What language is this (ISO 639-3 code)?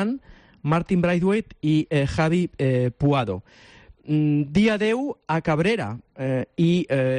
cat